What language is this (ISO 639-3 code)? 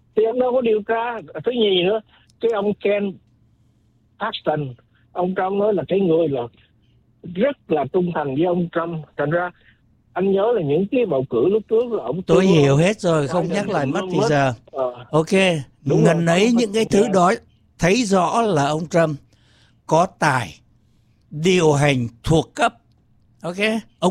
vie